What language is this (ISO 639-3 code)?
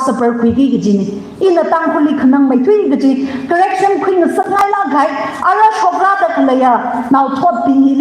nmf